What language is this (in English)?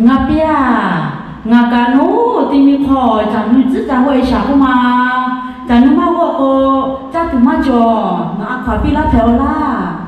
Lahu